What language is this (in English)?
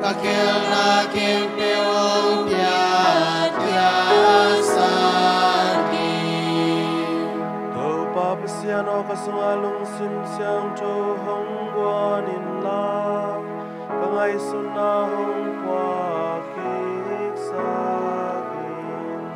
Tedim Chin